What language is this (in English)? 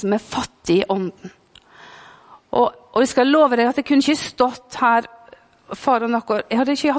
Norwegian